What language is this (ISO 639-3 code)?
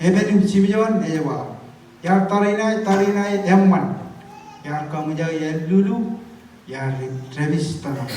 mah